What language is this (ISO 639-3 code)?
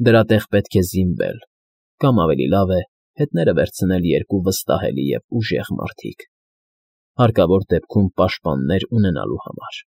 hye